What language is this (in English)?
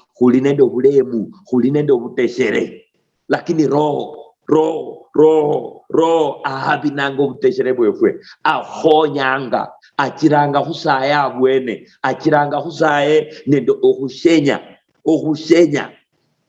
Luyia